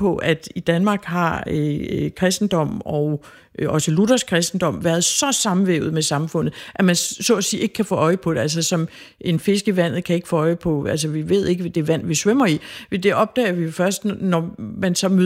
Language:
Danish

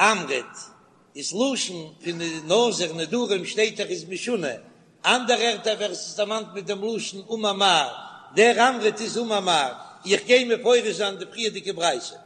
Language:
Yiddish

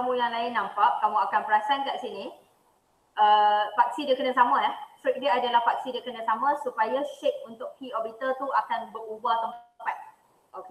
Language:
Malay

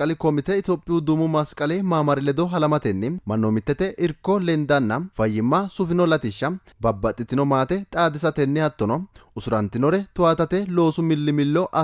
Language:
Sidamo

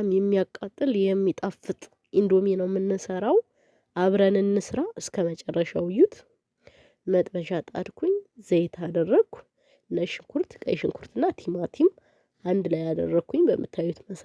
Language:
Amharic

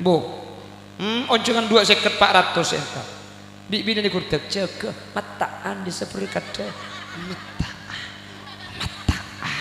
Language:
Madurese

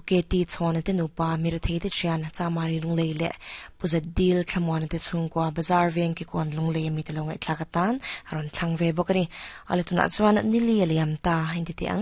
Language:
Mizo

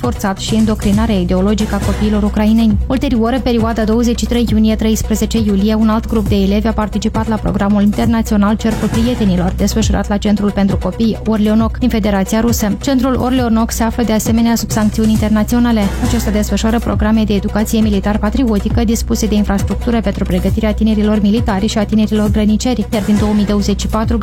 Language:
Romanian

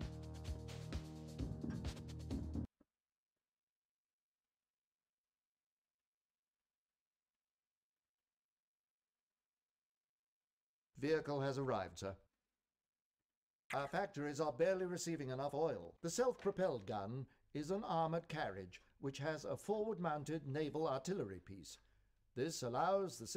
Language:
English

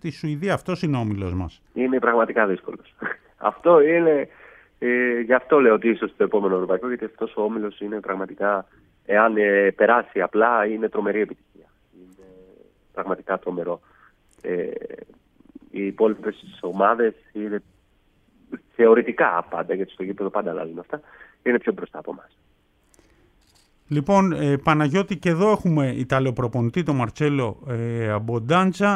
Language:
Greek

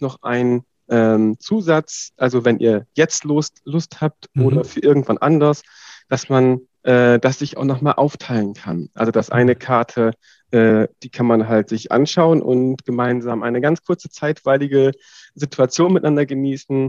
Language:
German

